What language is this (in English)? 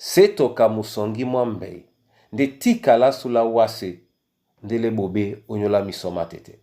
Duala